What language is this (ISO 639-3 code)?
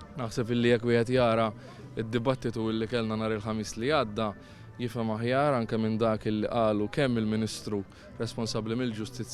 mlt